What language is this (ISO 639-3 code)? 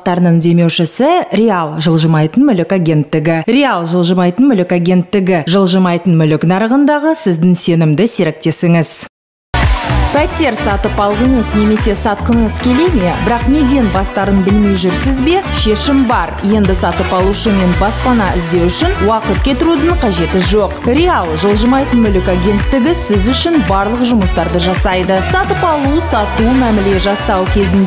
kaz